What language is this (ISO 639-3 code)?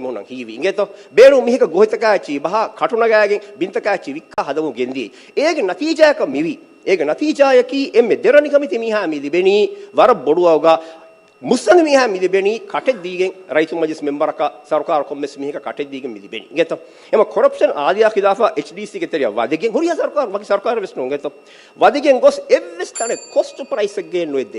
div